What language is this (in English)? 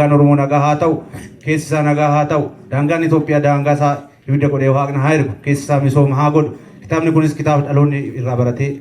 Oromo